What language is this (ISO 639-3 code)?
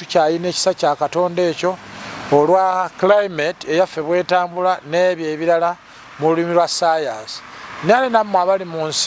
lug